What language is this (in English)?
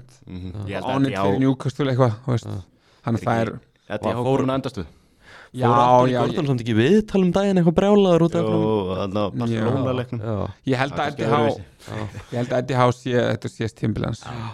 Icelandic